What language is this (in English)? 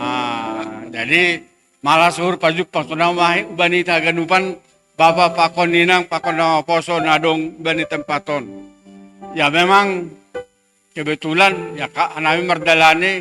Batak Simalungun